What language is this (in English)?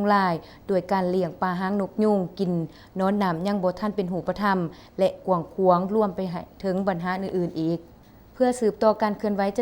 Lao